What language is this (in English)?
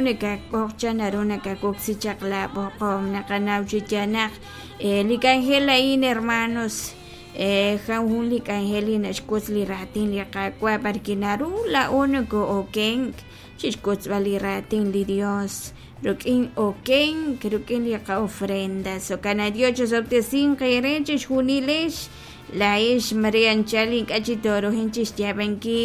Kekchí